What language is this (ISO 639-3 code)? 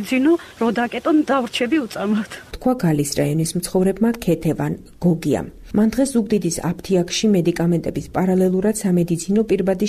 kat